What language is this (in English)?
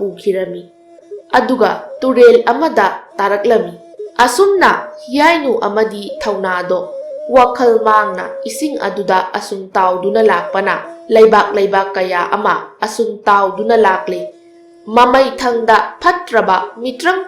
Manipuri